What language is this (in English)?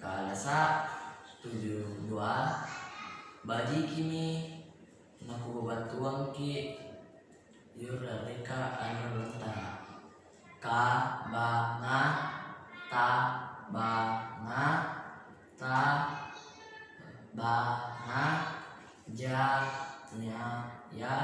Makasar